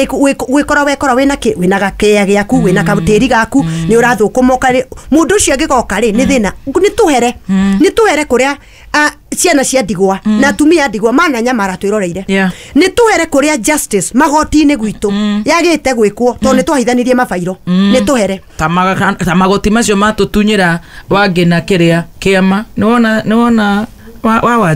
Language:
Kikuyu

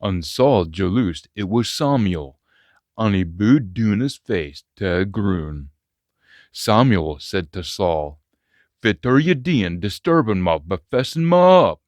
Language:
Scots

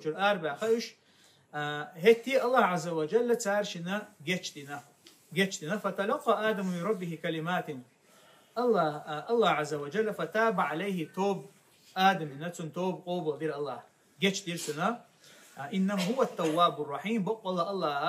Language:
Chechen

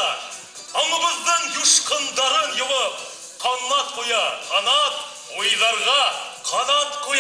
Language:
Bashkir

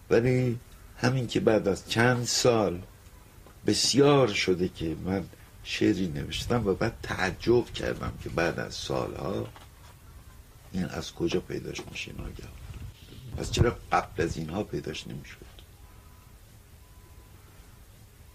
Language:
Persian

